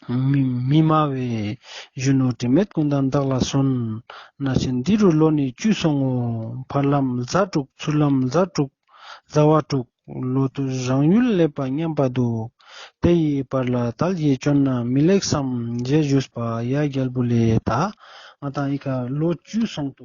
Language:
Ladakhi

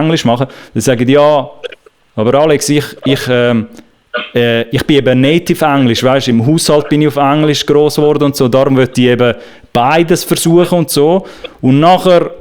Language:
Swiss German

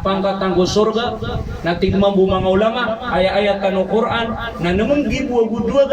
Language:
Maranao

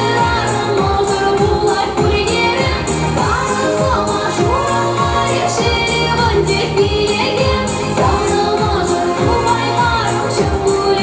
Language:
Chuvash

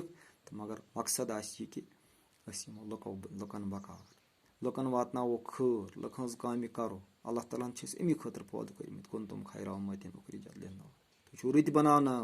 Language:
Kashmiri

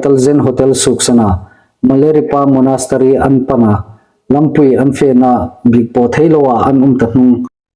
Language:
Hmar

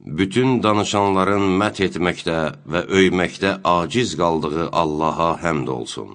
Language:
Azerbaijani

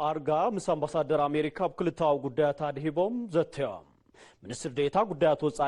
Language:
Tigrinya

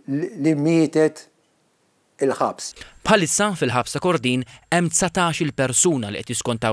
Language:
Maltese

